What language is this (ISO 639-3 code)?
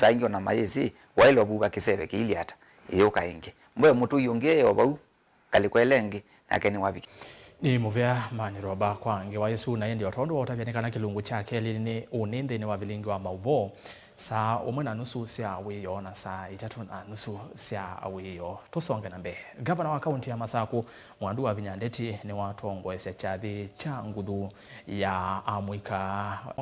kam